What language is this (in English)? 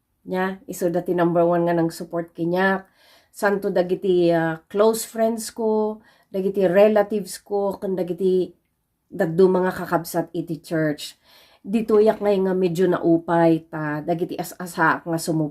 Iloko